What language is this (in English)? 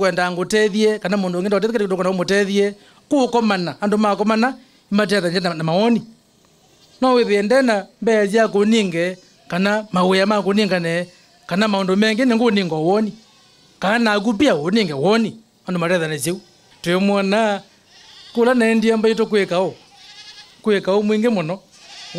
Kamba